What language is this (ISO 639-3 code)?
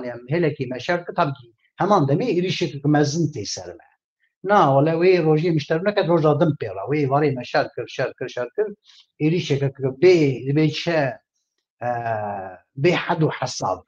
kur